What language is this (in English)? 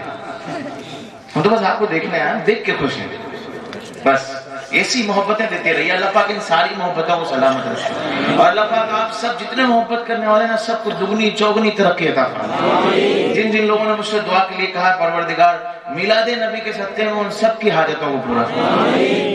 Urdu